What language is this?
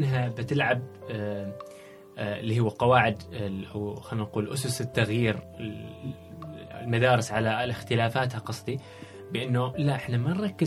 Gulf Arabic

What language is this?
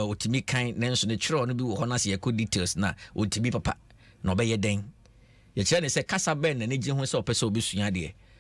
Akan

